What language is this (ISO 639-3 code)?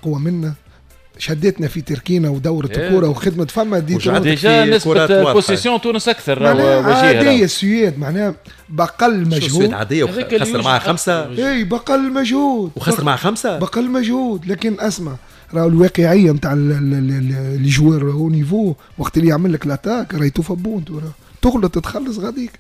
aeb